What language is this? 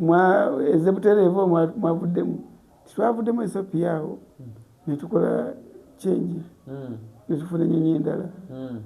Ganda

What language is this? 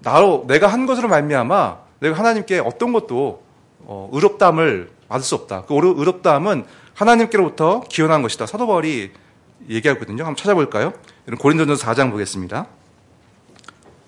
Korean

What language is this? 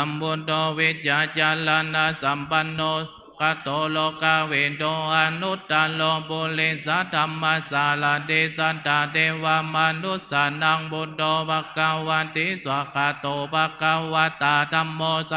Pali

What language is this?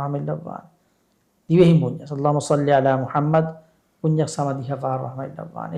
Divehi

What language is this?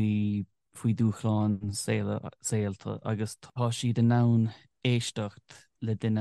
Irish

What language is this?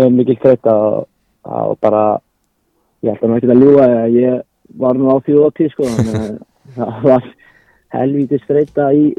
Icelandic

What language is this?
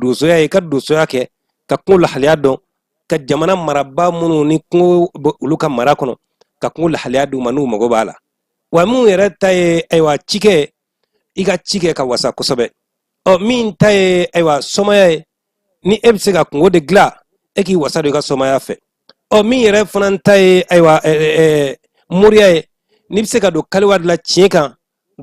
Bambara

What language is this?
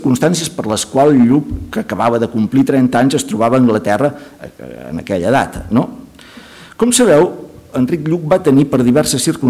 Catalan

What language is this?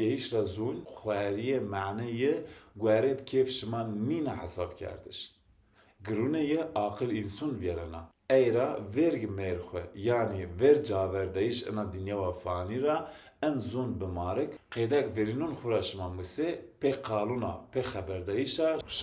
Zaza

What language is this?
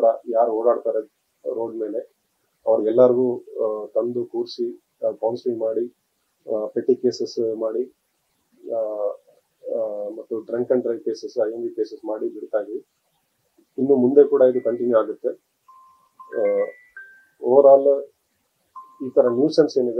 Kannada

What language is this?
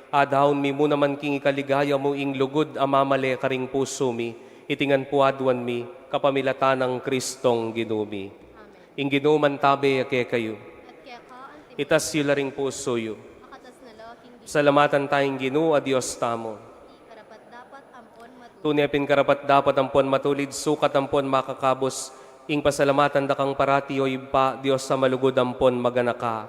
Pampanga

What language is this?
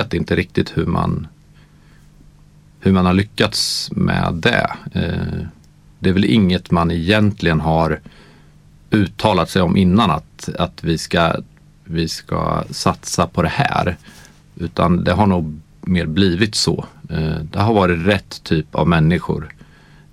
Swedish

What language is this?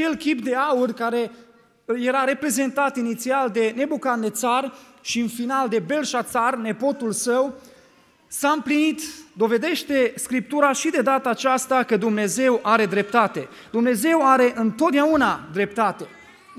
Romanian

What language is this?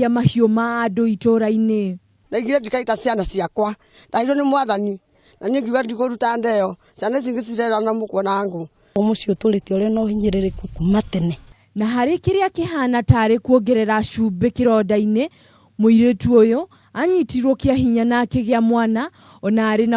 Kikuyu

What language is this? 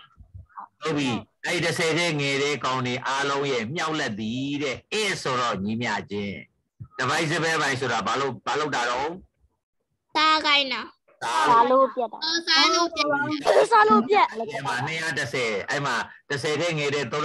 Burmese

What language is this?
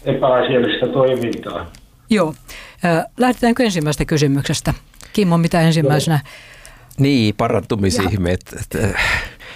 Finnish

